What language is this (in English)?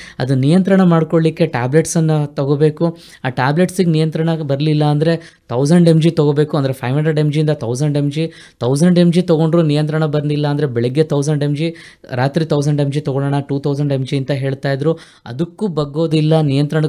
Kannada